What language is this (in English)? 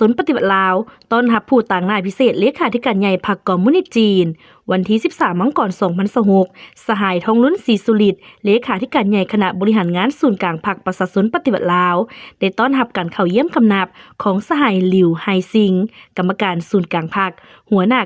Lao